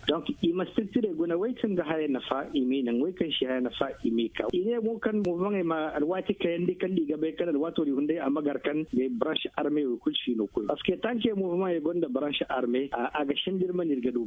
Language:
Zarma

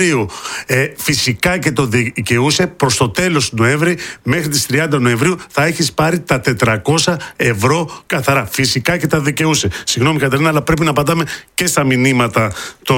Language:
Greek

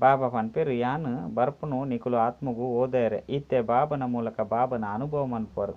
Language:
Tulu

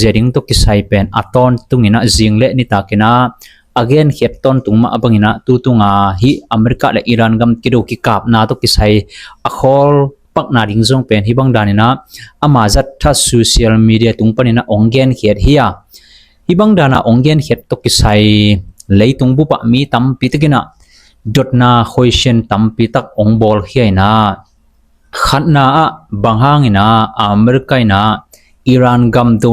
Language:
Tedim Chin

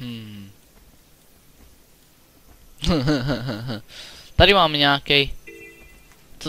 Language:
Czech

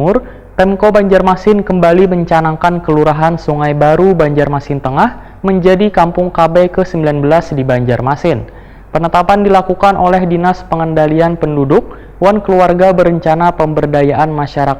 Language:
Banjar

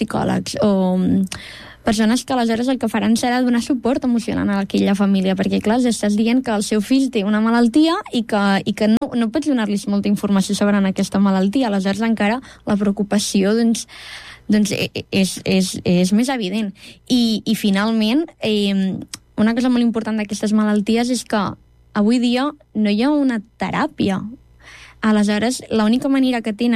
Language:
Catalan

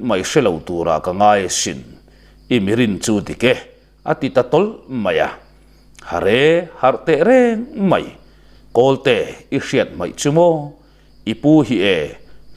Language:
Mizo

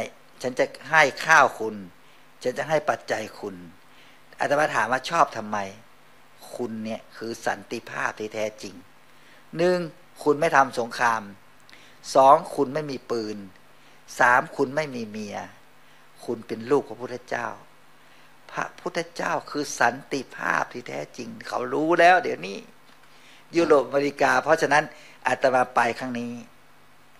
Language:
Thai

